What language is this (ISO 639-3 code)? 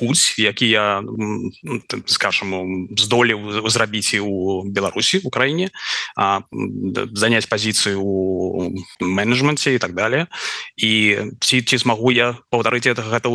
bel